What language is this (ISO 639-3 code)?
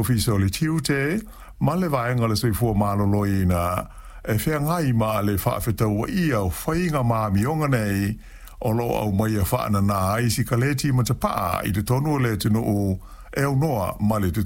smo